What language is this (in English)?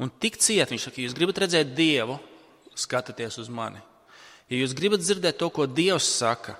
Latvian